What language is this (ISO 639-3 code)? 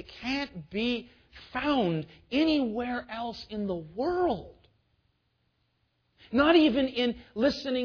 eng